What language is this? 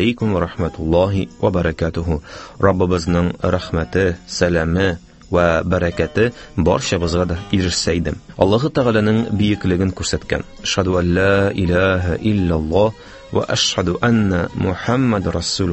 Tatar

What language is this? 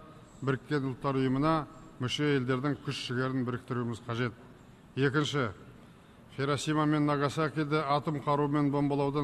Kazakh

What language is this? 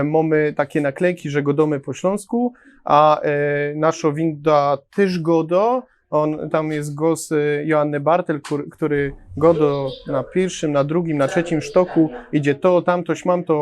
Silesian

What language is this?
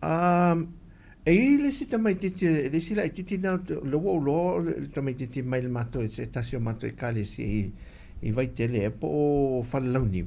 Samoan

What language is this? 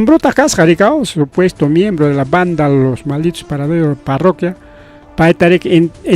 Ayacucho Quechua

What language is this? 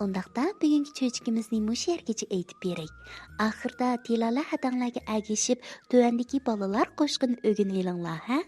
Uyghur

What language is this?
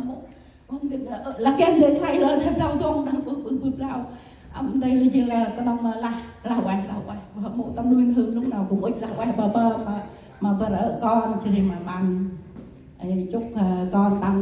Central Mnong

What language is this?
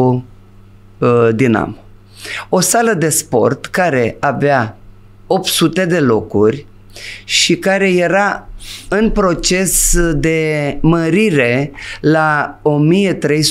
Romanian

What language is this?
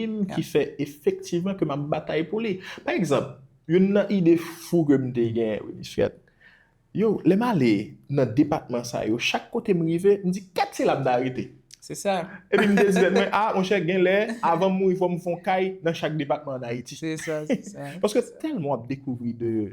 Haitian Creole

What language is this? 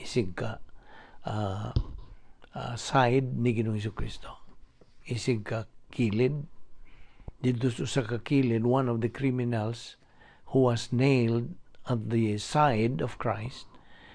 Cebuano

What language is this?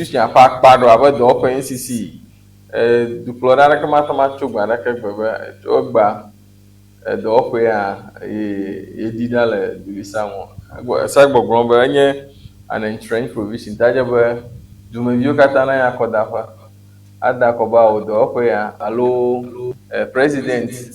Ewe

